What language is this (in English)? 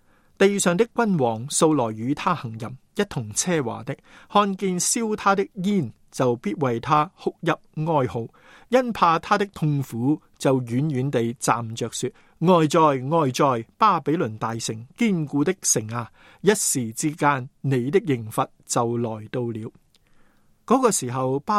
Cantonese